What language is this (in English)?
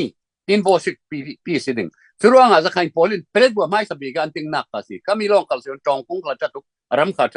Falam Chin